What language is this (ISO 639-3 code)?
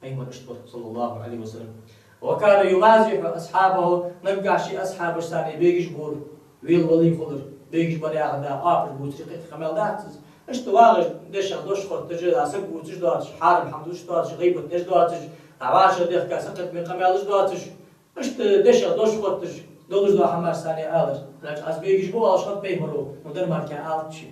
inh